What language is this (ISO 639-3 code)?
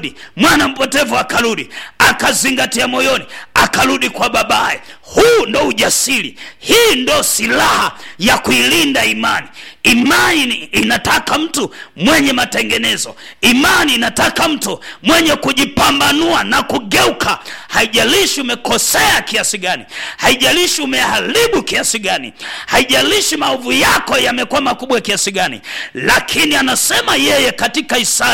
swa